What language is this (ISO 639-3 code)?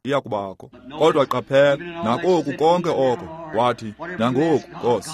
xho